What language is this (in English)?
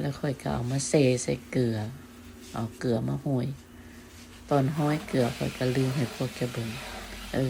Lao